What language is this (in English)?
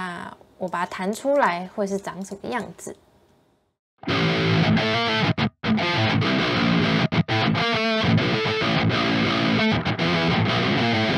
Chinese